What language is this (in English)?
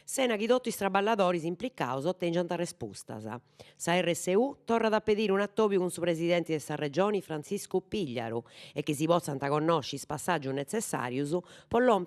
Sardinian